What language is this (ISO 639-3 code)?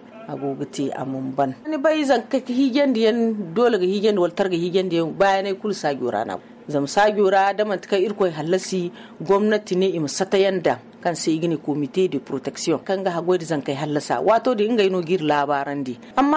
dje